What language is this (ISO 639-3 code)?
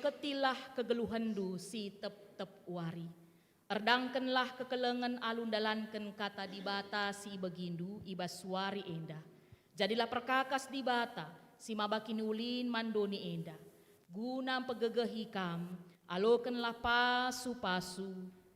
btx